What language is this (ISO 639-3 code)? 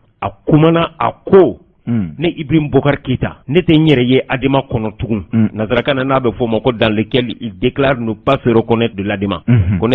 bam